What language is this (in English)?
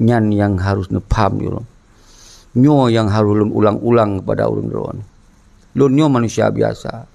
Achinese